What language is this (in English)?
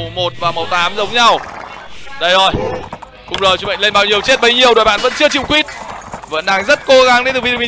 Vietnamese